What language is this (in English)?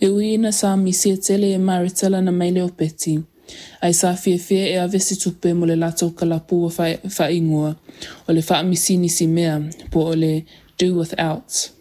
Samoan